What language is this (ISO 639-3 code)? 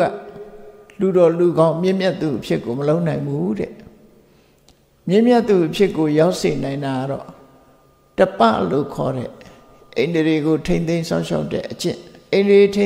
mya